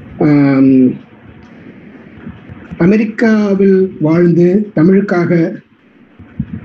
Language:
Tamil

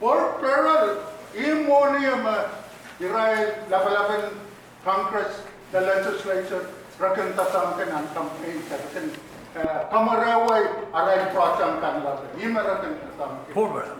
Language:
Pohnpeian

